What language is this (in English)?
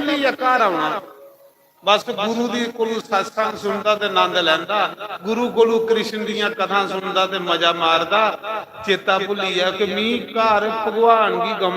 Dogri